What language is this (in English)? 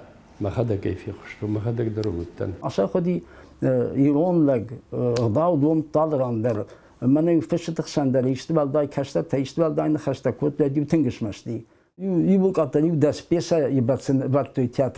Ossetic